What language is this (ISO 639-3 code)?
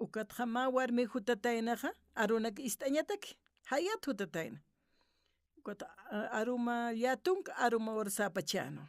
aym